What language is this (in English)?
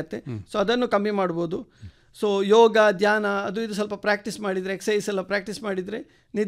Kannada